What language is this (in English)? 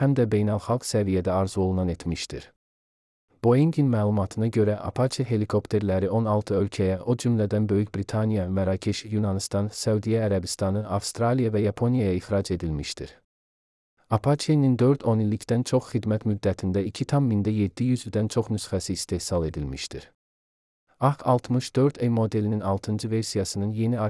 Azerbaijani